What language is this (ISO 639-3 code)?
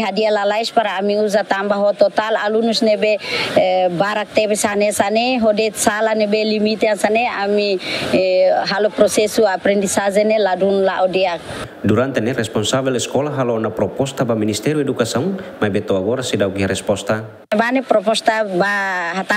tet